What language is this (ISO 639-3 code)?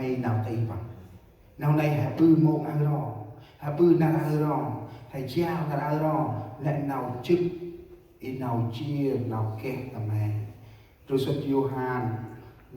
cmo